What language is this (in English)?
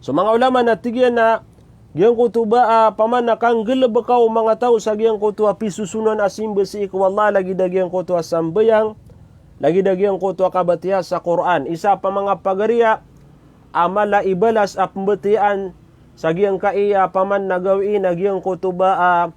Maranao